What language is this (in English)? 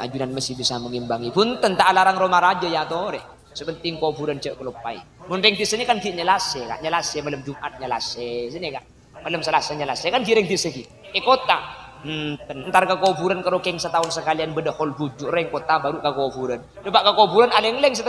Madurese